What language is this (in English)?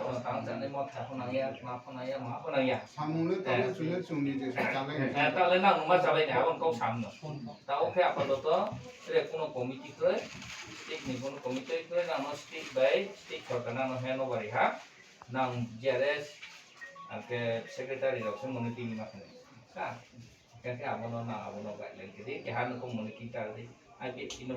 Riang (India)